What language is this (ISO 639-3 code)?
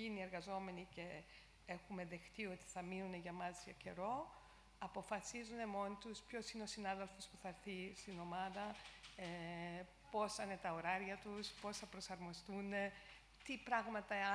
ell